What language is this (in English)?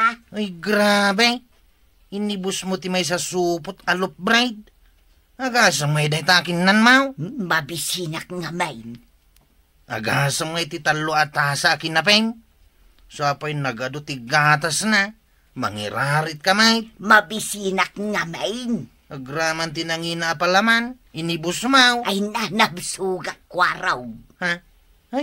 Iloko